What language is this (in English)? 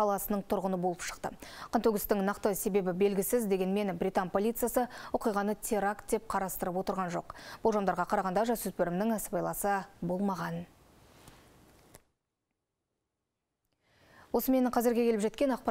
Kazakh